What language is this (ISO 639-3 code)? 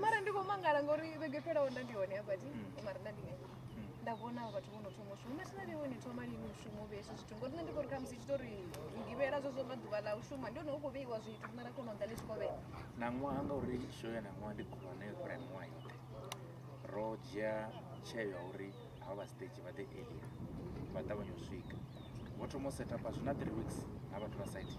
ven